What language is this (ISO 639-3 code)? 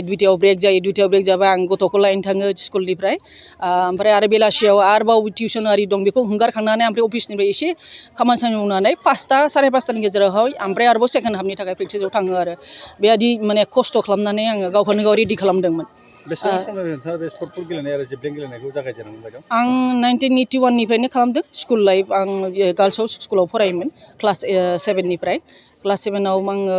brx